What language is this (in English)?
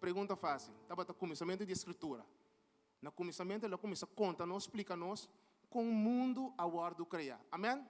Papiamento